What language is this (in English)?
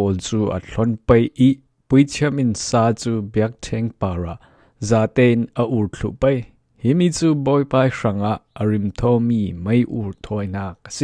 Falam Chin